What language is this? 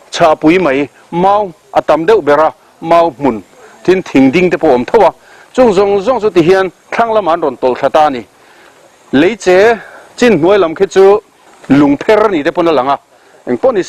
Mizo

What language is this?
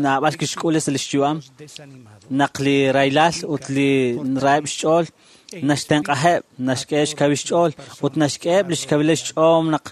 Kekchí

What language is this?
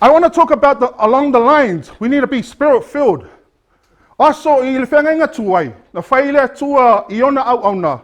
Samoan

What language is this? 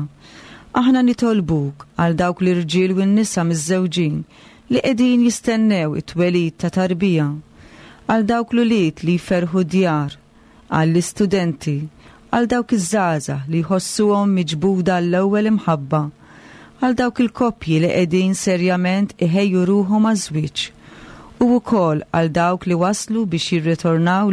Maltese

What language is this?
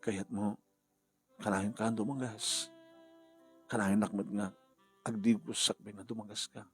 Iloko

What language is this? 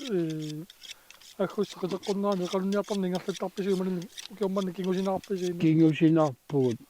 Kalaallisut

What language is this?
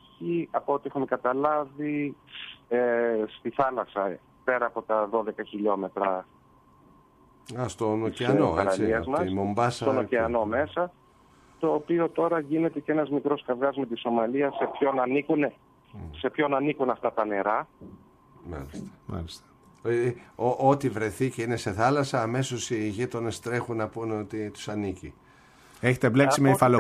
Greek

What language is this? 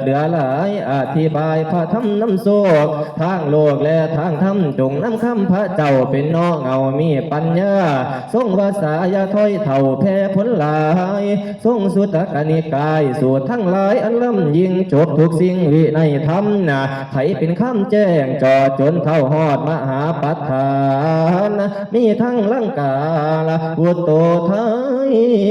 Northeastern Thai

